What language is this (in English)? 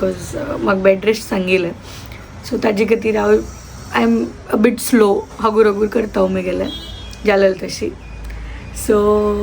Konkani